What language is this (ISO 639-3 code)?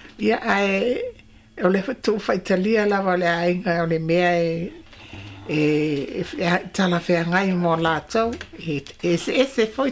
smo